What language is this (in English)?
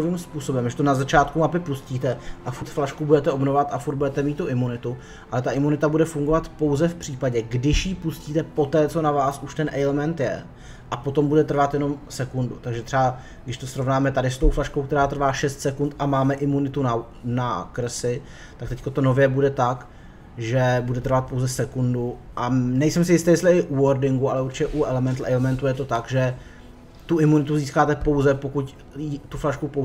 Czech